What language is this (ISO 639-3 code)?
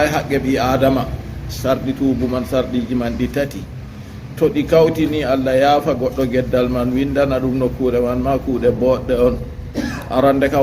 ful